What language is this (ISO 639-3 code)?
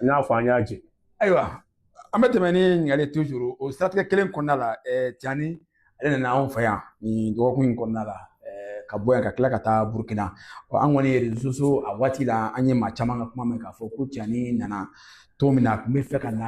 bam